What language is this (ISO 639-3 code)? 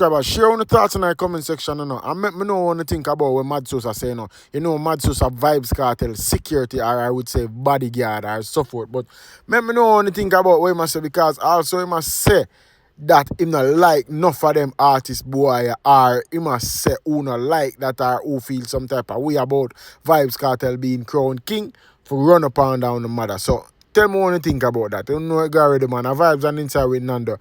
jam